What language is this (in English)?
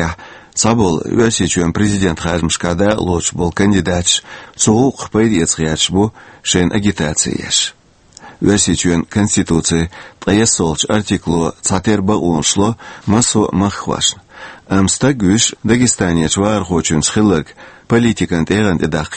Chechen